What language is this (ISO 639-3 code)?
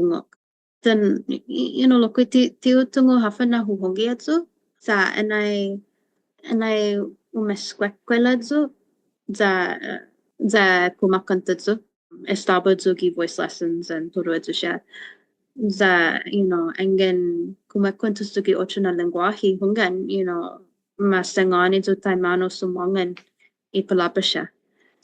cha